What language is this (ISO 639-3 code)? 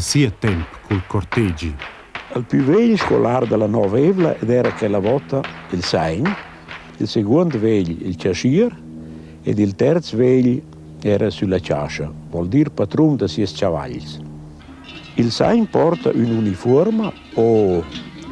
roh